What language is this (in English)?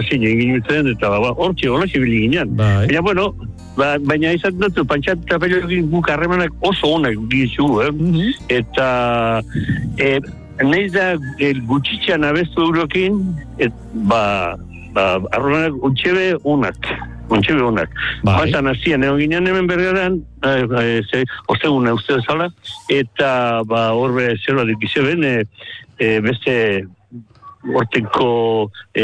Basque